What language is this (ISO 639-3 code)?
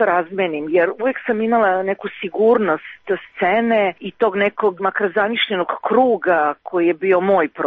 srp